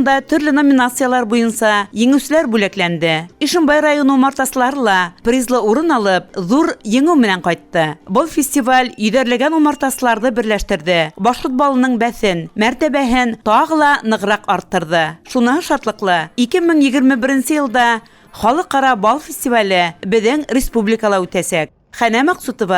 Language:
Bashkir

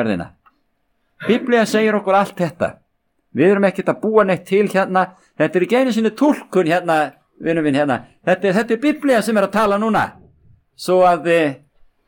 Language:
Icelandic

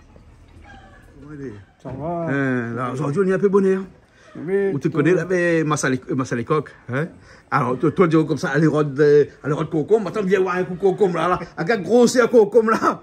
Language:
Réunion Creole French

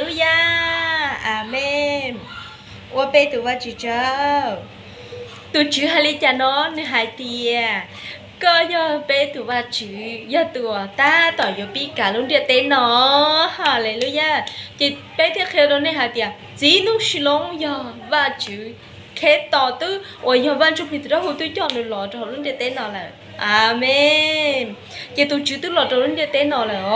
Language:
Hmong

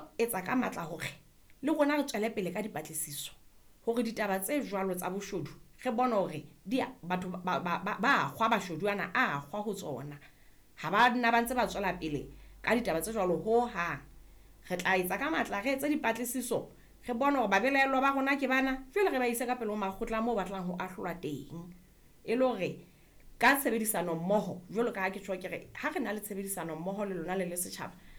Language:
Southern Sotho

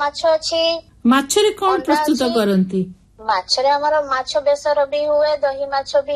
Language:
Odia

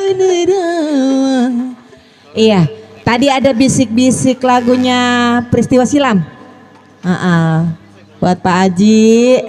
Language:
Betawi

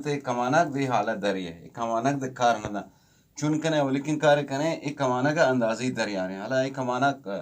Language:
Eastern Balochi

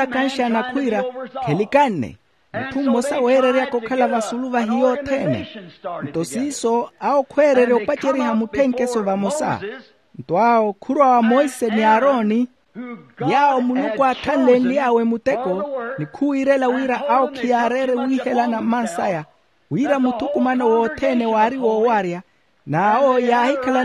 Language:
Makhuwa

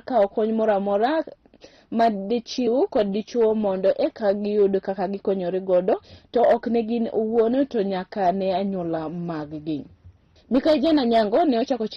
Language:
Luo (Kenya and Tanzania)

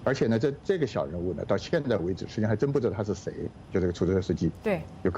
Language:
Chinese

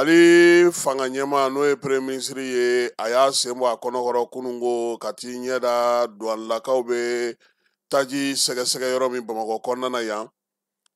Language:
Bambara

